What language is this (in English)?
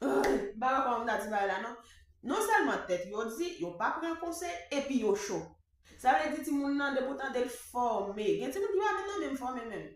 Haitian Creole